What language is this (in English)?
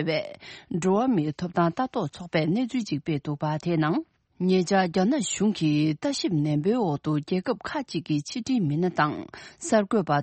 Tibetan